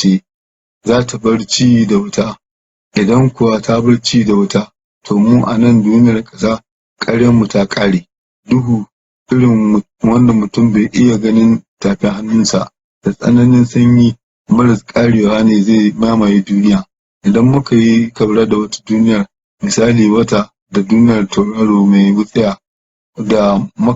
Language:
Hausa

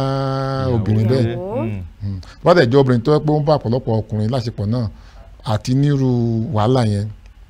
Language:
Yoruba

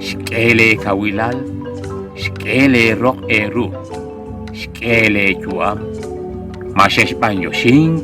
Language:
Kekchí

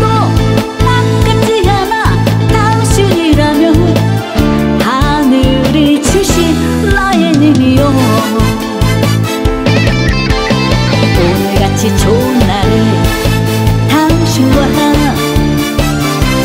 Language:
Korean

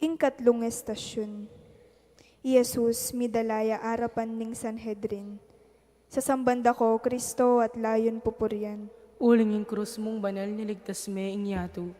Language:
Pampanga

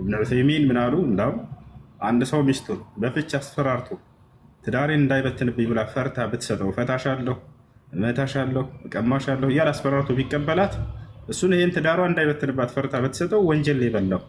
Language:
Amharic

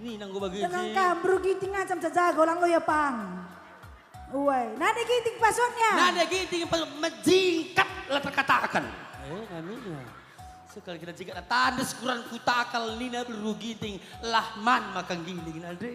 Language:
Batak Karo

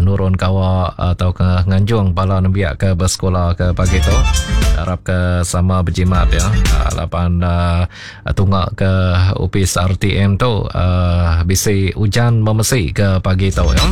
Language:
Iban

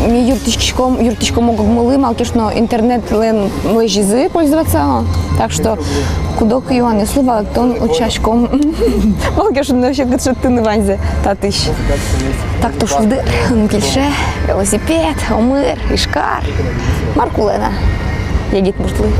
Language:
Udmurt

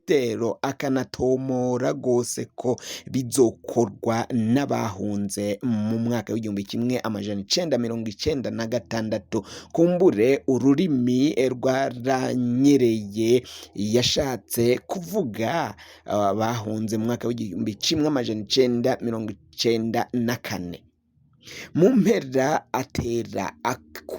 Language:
Rundi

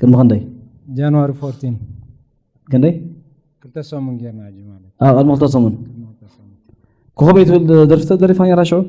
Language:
Tigrinya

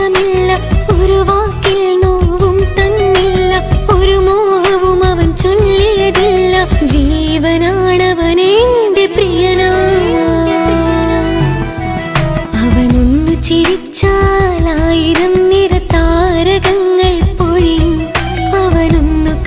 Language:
Malayalam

